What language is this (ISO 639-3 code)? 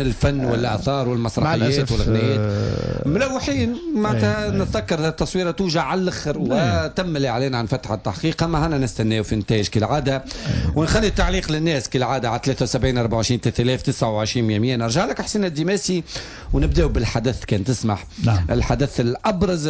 aeb